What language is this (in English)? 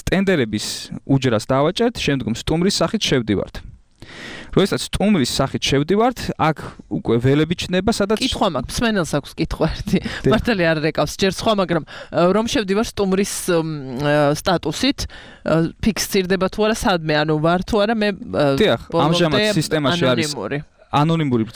Georgian